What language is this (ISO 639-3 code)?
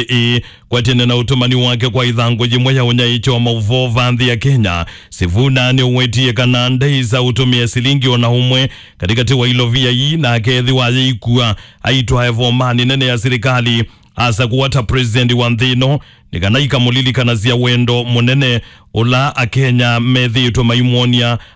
kam